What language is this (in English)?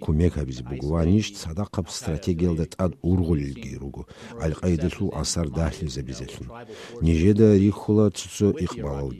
Avaric